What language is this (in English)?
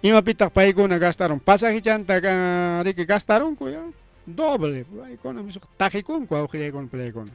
Ayacucho Quechua